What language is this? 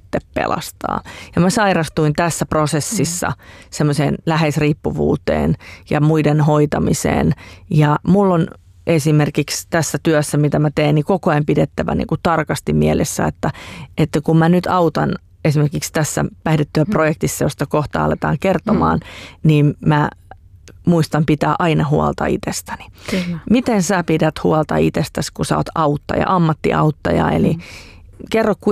Finnish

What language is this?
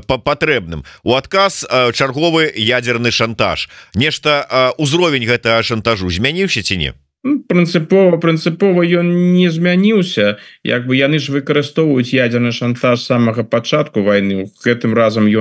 Belarusian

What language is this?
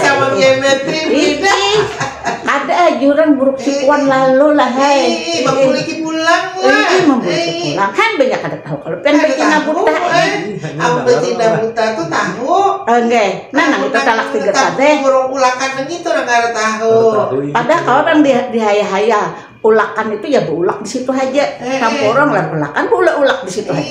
Banjar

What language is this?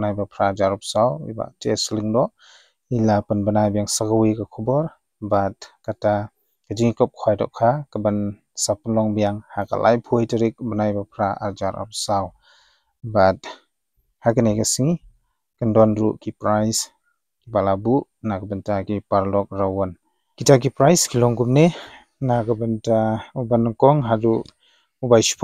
Khasi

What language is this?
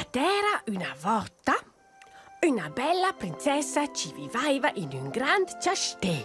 Romansh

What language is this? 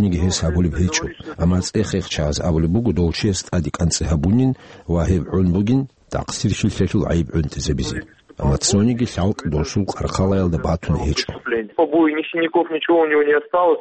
Avaric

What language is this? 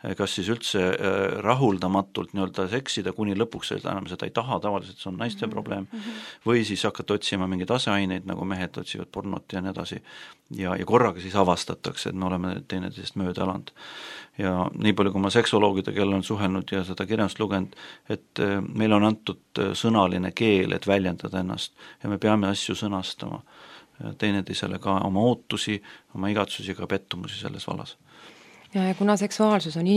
Estonian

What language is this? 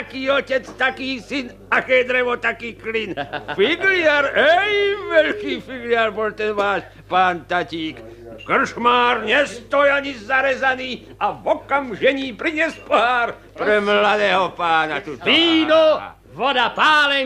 Slovak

